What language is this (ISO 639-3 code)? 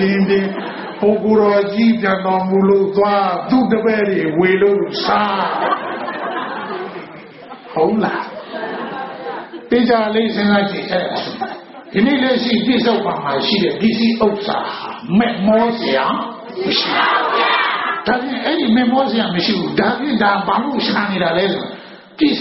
mya